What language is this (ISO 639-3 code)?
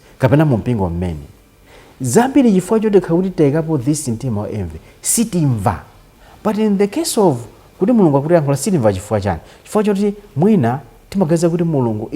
nya